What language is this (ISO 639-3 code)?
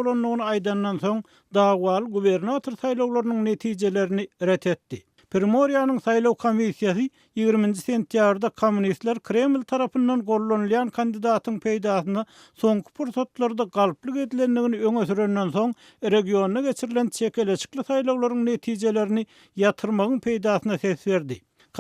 tuk